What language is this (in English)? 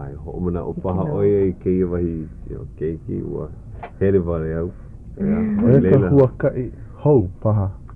Hawaiian